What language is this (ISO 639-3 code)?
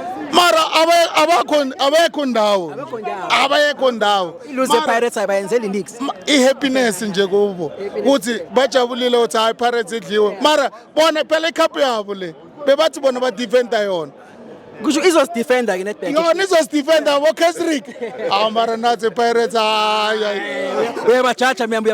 zul